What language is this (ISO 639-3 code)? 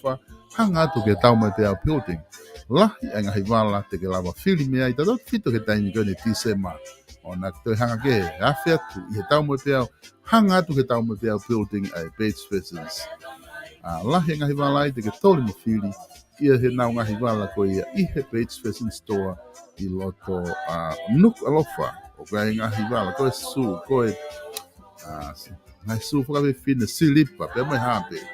ton